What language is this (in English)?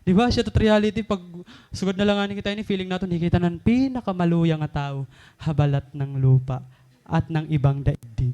Waray